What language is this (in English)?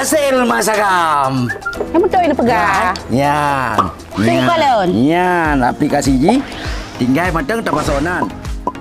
Achinese